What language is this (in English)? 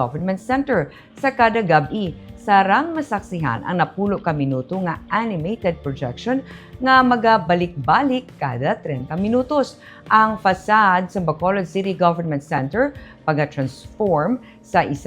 Hiligaynon